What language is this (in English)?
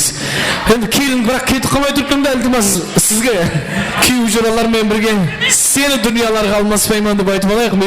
Kara-Kalpak